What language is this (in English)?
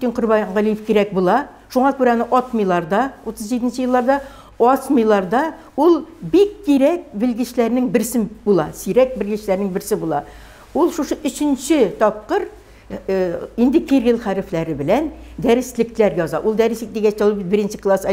Tatar